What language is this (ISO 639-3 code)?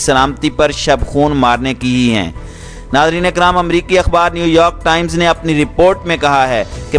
urd